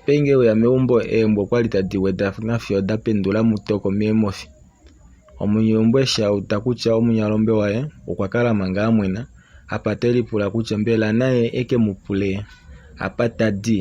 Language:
Kuanyama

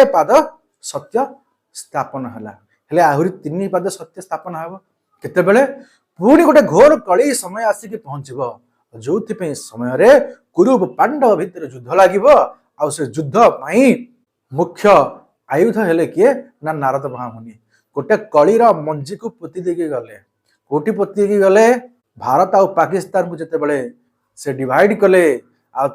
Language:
Odia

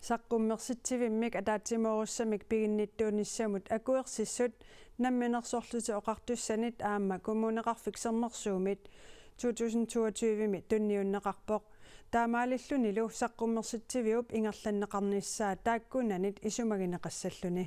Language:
Kalaallisut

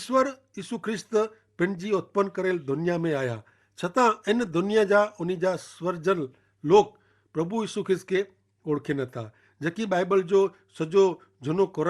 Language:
Kachhi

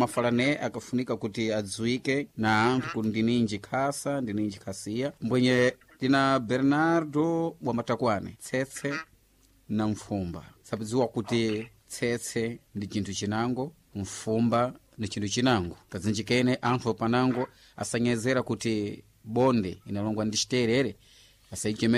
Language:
Sena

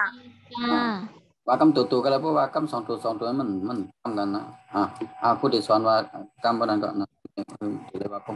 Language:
Shan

